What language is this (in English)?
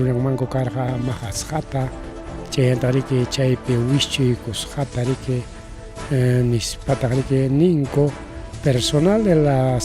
Ayacucho Quechua